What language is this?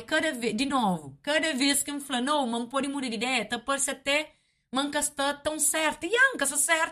Kabuverdianu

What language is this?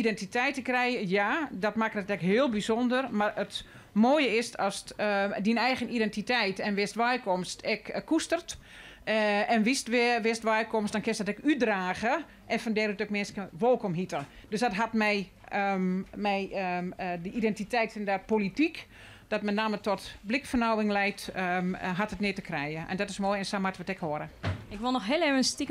Western Frisian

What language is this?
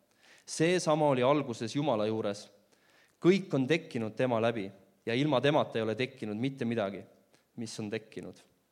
Estonian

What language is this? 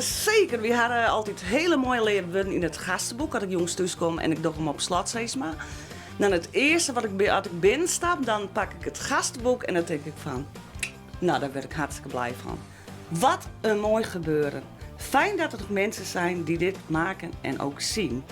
Western Frisian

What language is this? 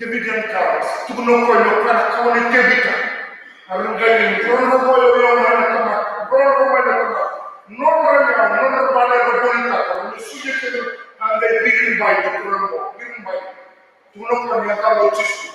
Fijian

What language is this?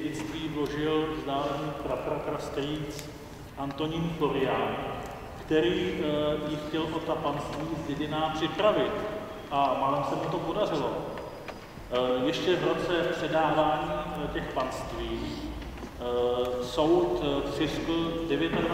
Czech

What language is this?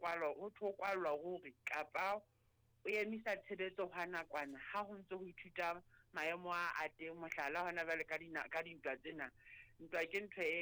Southern Sotho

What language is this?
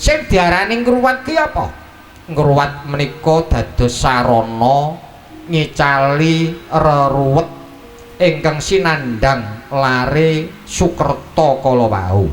Javanese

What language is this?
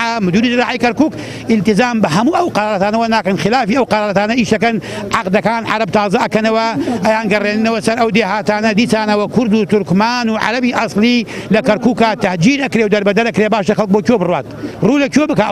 Central Kurdish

